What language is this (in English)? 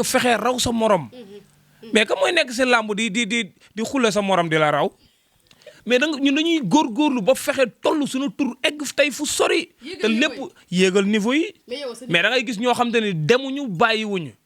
Wolof